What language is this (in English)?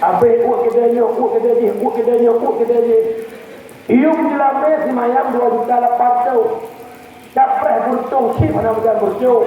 Achinese